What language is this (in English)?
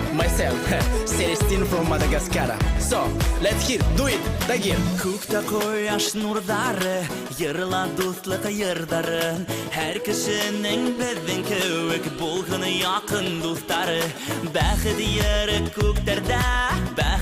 Bashkir